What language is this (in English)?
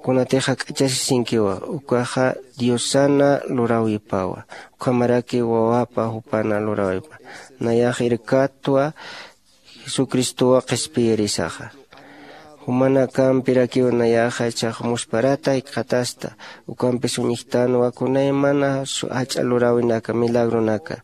Aymara